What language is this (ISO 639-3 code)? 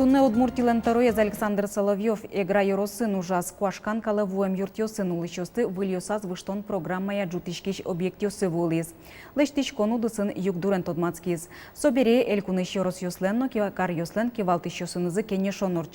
udm